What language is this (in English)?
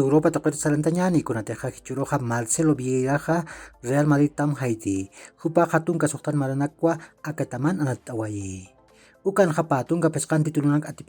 Aymara